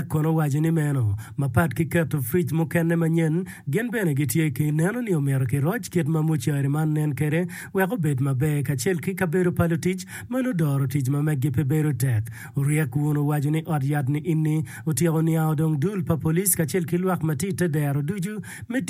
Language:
Acoli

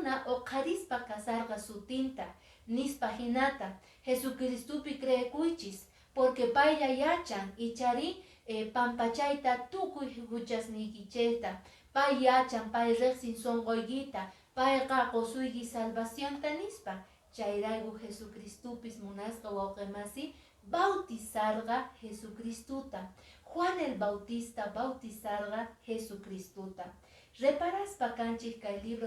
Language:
Quechua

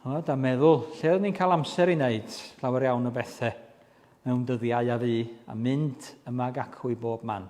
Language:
Welsh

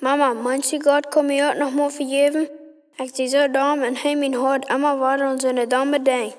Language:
Plautdietsch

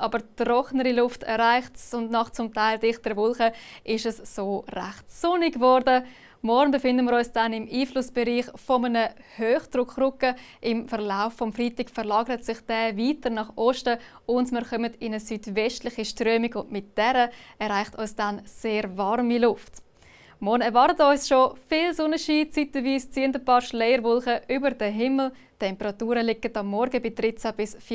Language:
Swiss German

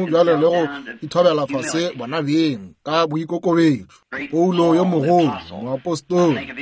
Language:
Northern Sotho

